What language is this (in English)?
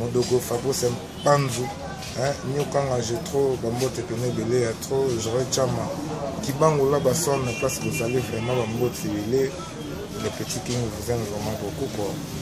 Lingala